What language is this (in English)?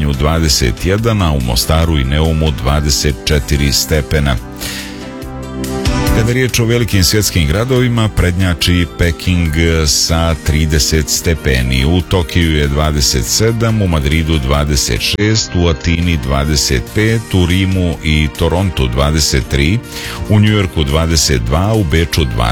Bosnian